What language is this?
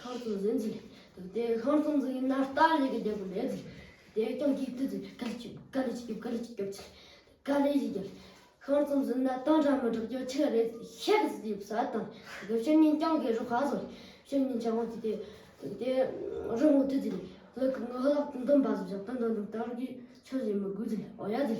Amdo Tibetan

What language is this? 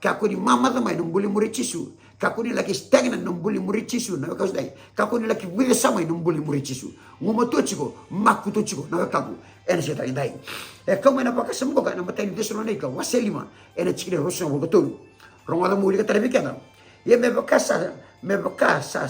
Fijian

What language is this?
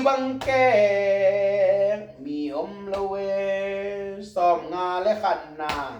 Tedim Chin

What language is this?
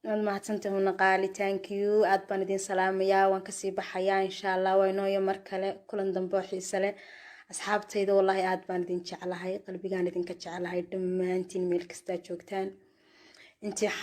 Somali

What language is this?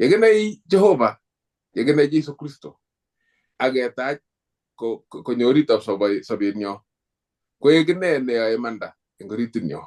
Kalenjin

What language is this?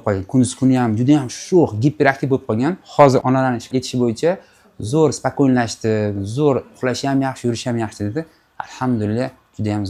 Uzbek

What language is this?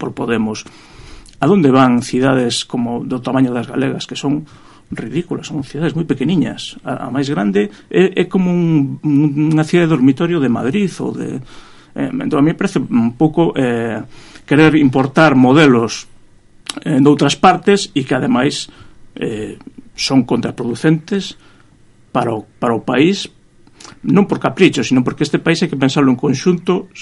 Galician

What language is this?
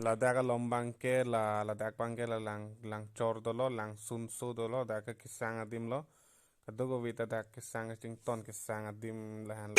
Karbi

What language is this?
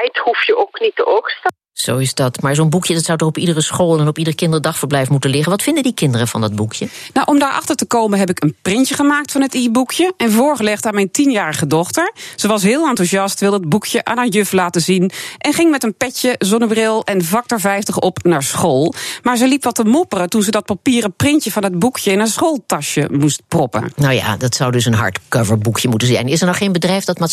Dutch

